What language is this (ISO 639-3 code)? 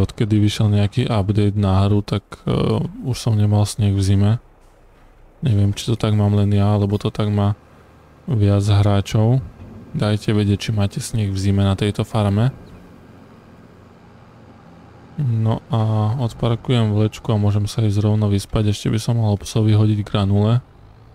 slk